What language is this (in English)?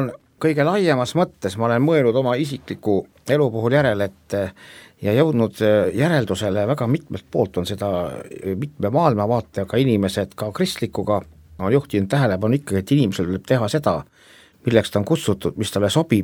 Estonian